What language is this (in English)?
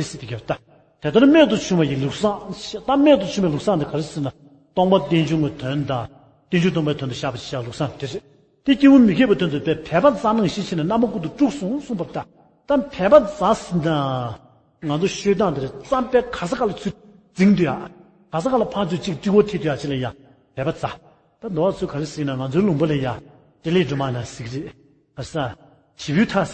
Tibetan